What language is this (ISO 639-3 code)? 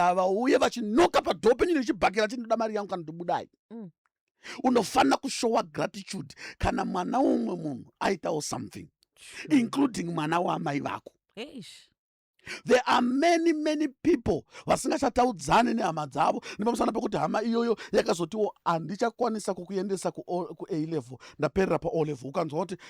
sna